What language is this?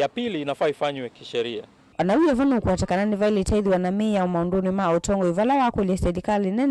Kamba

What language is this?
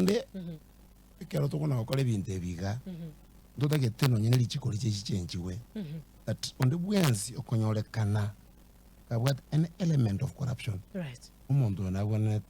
Gusii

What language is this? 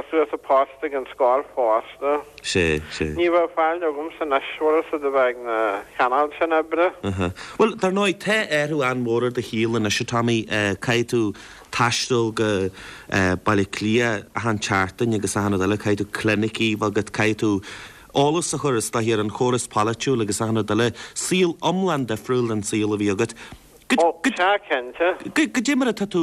Irish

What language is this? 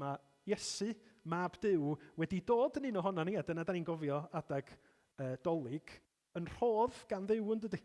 Welsh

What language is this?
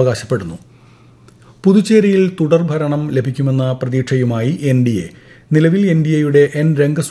Malayalam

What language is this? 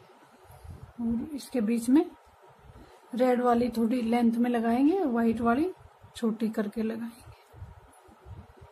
Hindi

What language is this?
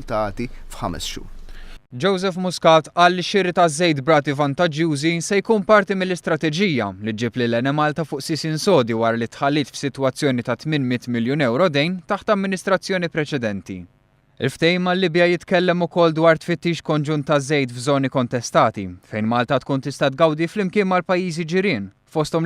Maltese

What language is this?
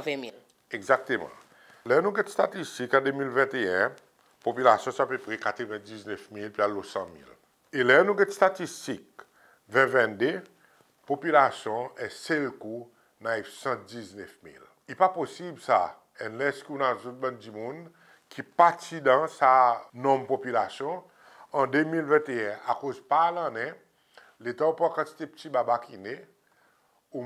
Seselwa Creole French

